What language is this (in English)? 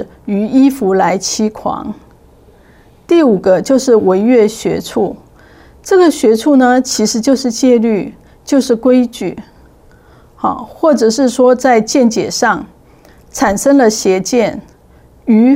Chinese